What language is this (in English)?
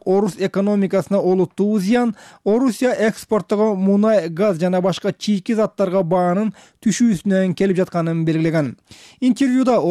Kyrgyz